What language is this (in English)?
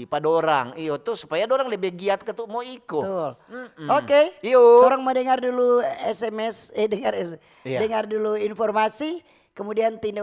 Manado Malay